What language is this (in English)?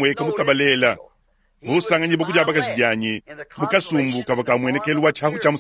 Luba-Lulua